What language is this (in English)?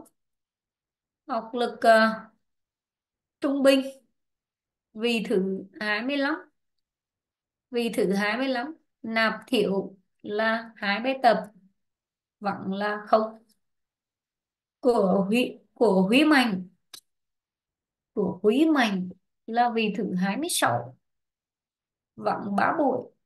Vietnamese